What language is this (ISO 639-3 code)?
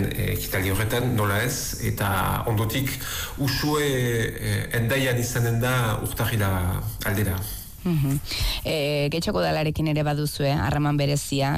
eus